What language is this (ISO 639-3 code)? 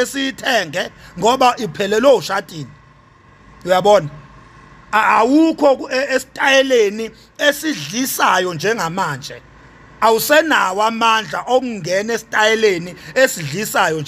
zul